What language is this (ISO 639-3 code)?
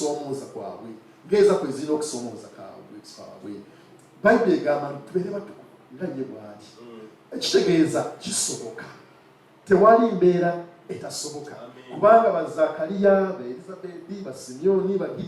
lug